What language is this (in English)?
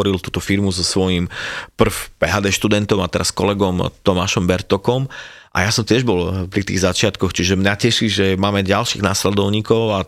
Slovak